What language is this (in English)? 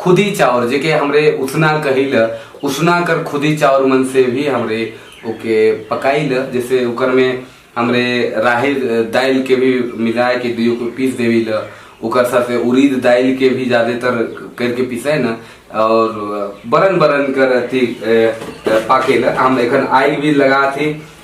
Sadri